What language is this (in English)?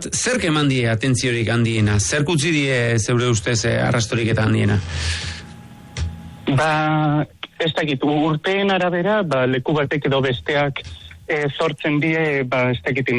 Basque